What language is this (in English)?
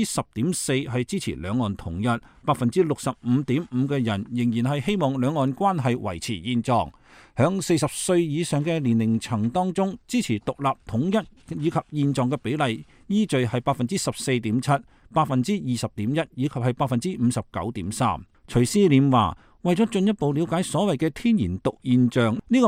Cantonese